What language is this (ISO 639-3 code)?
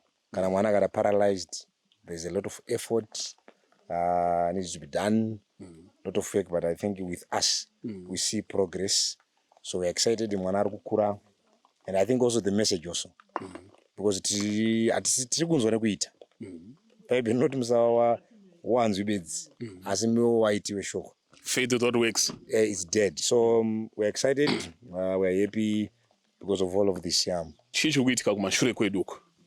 sna